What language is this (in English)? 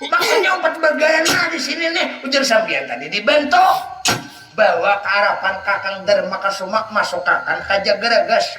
Banjar